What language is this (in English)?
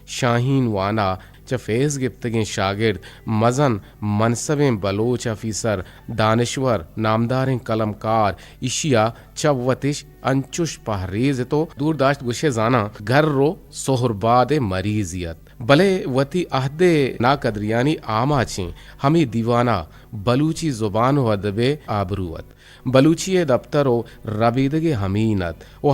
Eastern Balochi